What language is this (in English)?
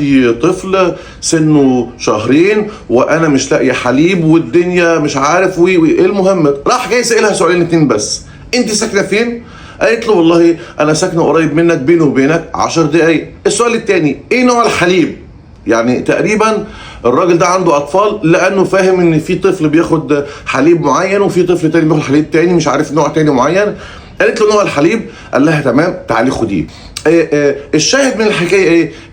Egyptian Arabic